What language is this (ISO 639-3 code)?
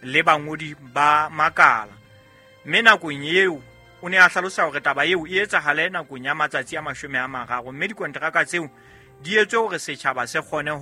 sot